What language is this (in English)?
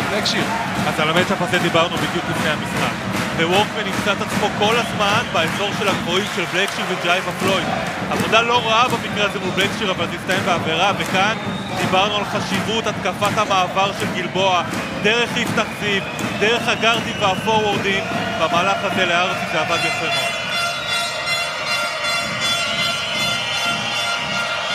Hebrew